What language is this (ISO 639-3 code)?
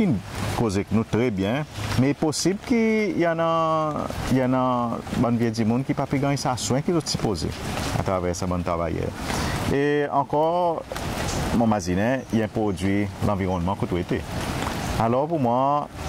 crs